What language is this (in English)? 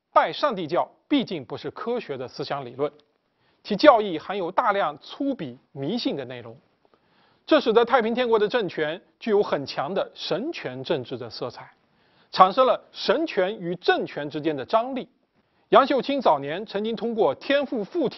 Chinese